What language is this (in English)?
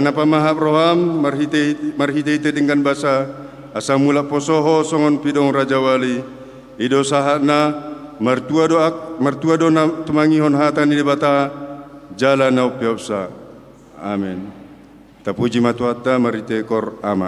Batak Toba